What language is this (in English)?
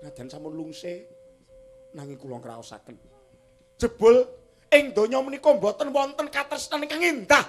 Javanese